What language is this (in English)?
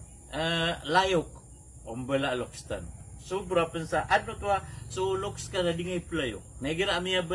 Maranao